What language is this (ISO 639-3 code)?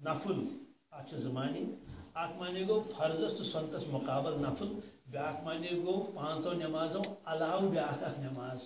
kas